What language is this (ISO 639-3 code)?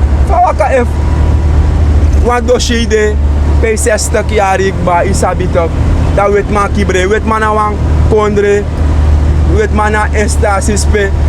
srn